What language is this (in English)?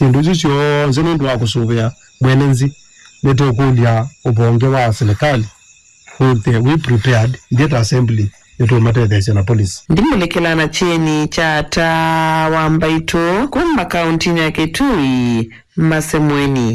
Kamba